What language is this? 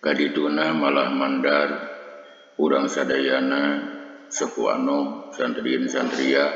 Sundanese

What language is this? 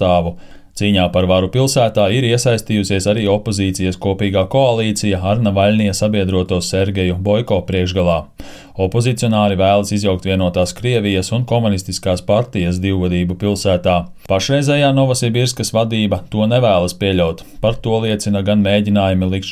Latvian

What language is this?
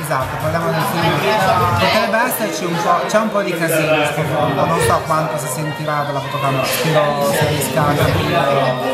Italian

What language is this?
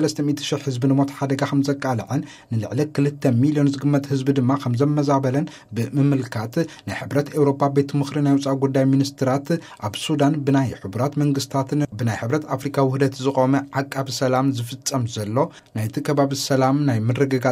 Tigrinya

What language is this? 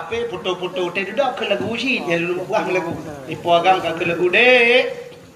Achinese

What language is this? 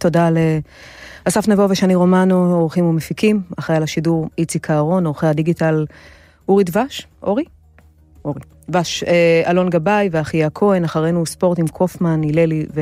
Hebrew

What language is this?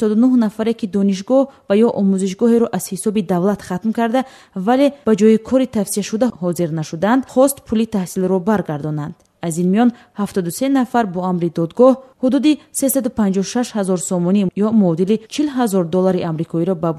Tajik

